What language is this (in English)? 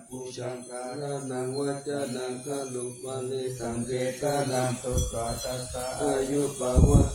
Pali